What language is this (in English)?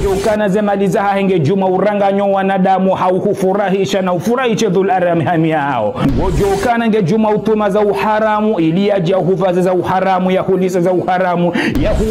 Ngazidja Comorian